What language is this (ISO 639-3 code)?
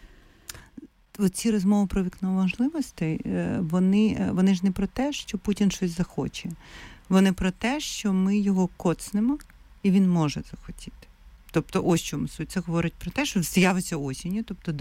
ukr